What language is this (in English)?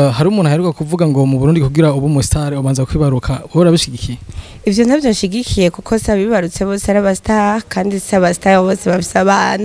Rundi